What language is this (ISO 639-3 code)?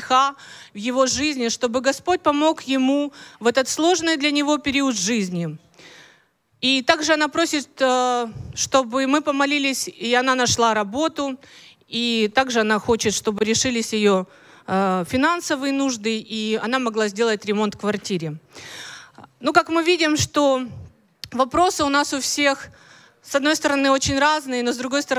rus